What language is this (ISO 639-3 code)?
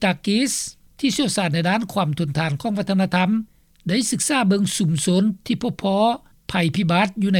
lao